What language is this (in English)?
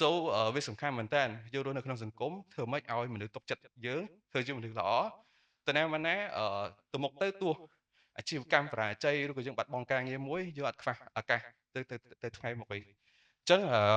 Khmer